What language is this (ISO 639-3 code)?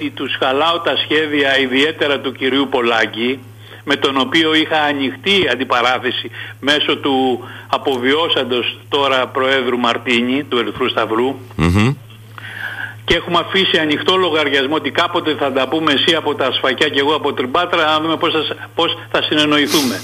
ell